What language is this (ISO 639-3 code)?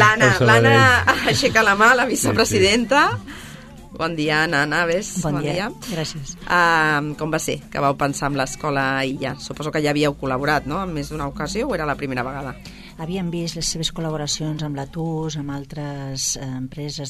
cat